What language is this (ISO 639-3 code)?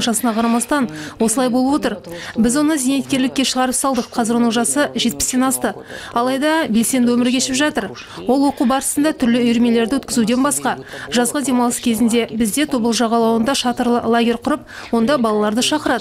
kaz